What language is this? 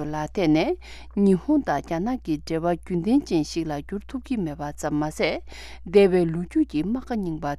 Tibetan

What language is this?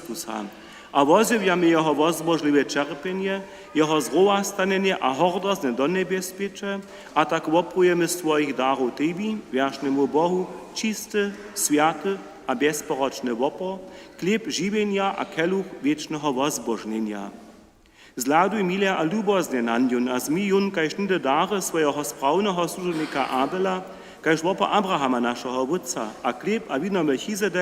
Upper Sorbian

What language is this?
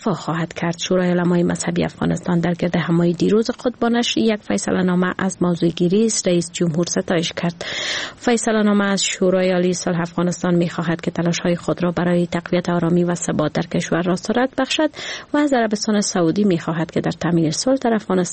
Persian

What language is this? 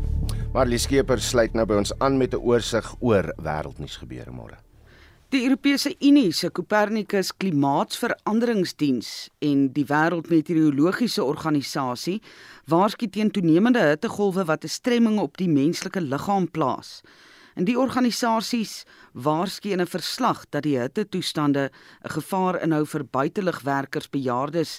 Afrikaans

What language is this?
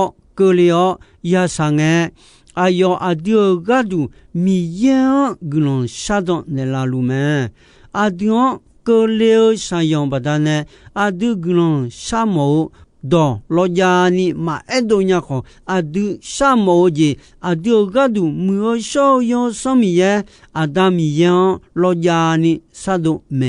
Akha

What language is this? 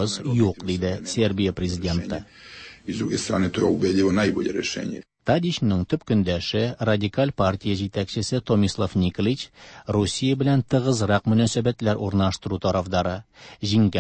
Tatar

